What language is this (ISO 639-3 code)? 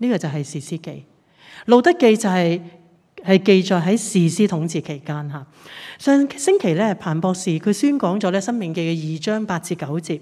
yue